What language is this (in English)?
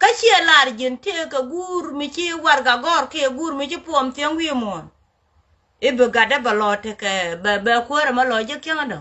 Nuer